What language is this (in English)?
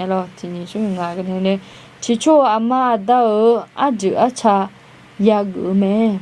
Akha